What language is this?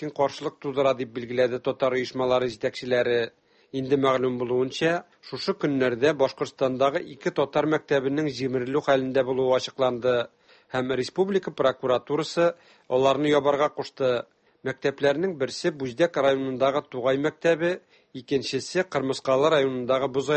Tatar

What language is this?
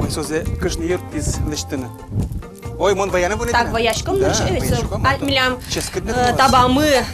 Udmurt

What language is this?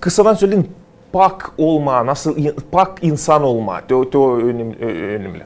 Gagauz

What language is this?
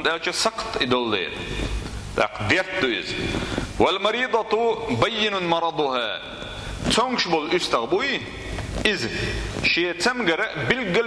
Chechen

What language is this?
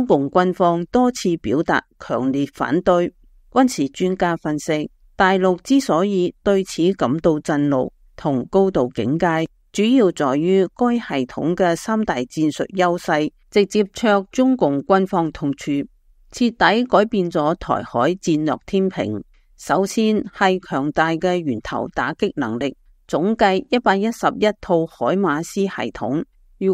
Cantonese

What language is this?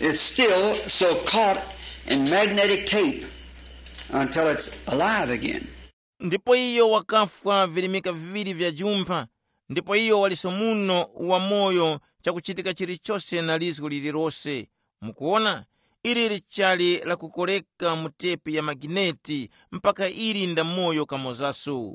Tumbuka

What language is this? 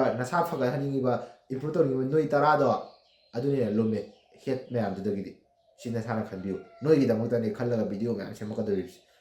Manipuri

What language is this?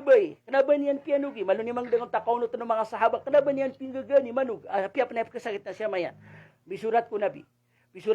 Maranao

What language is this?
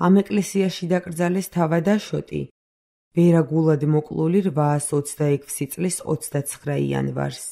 Georgian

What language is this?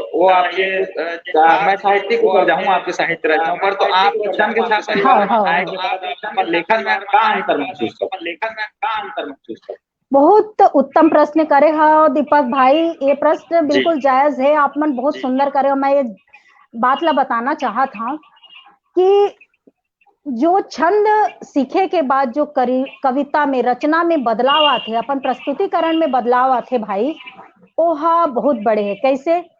Chhattisgarhi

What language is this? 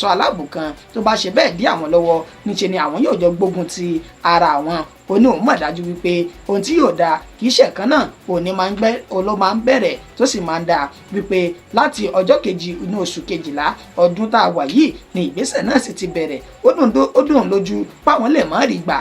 Yoruba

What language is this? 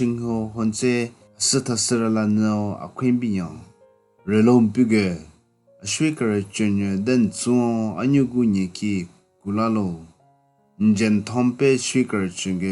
Southern Rengma Naga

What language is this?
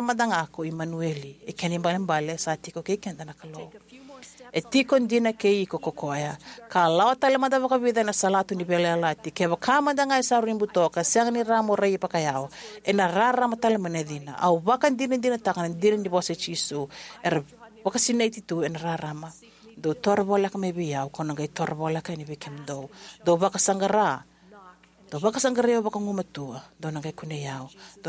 Fijian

